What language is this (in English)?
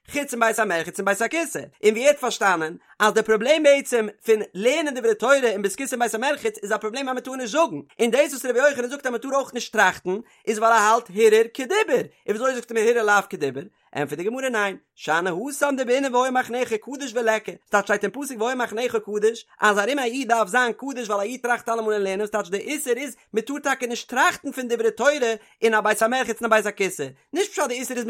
Yiddish